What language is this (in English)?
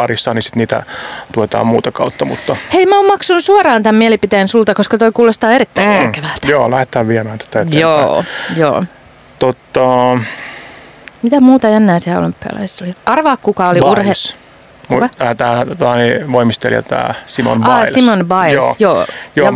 Finnish